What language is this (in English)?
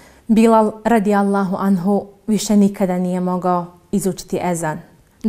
Bosnian